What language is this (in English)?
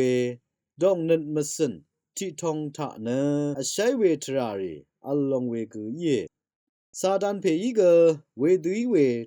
Rawang